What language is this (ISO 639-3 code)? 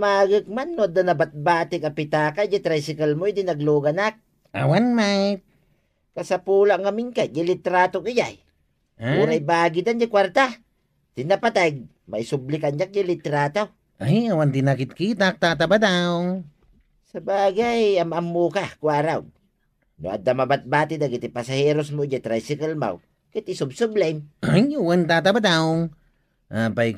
ilo